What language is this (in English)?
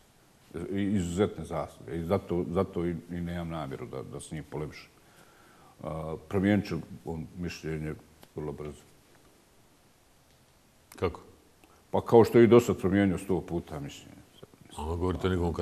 Bosnian